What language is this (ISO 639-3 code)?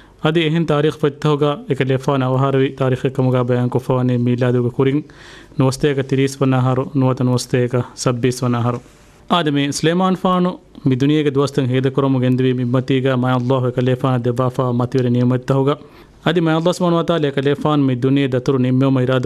div